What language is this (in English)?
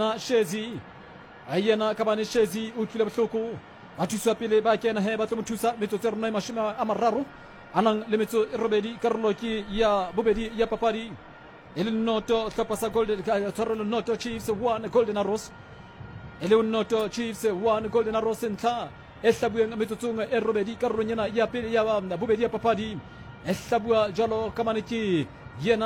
Southern Sotho